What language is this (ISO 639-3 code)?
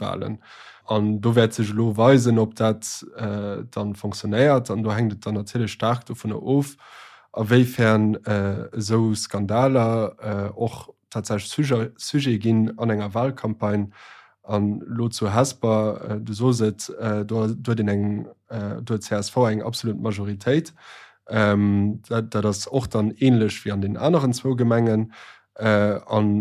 ltz